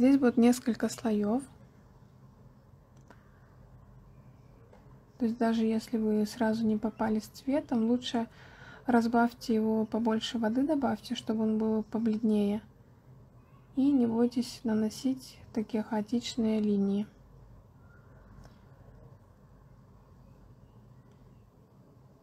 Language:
Russian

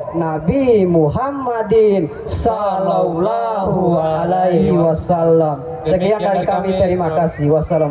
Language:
Gorontalo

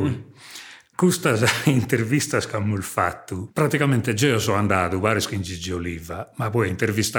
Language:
Sardinian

